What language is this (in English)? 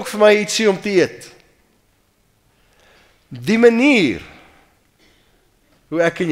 Afrikaans